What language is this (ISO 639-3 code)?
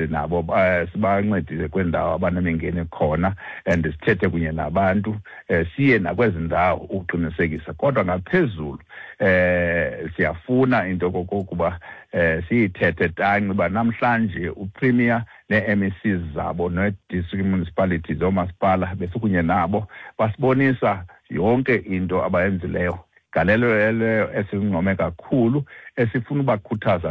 xho